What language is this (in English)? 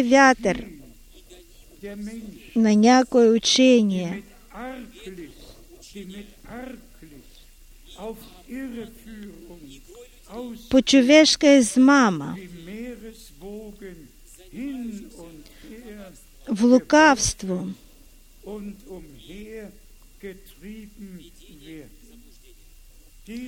Bulgarian